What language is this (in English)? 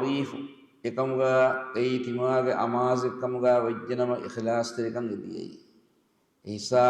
Divehi